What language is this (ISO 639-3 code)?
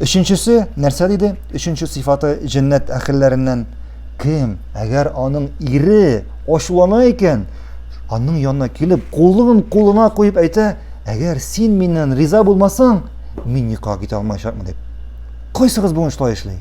tat